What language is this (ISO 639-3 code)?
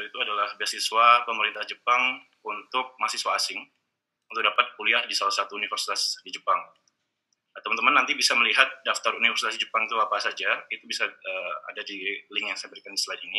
ind